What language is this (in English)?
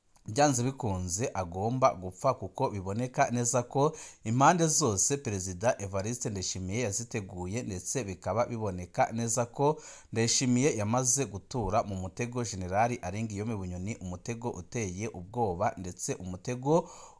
Rundi